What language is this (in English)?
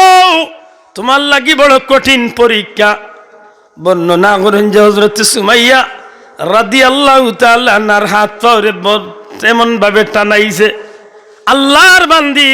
Sylheti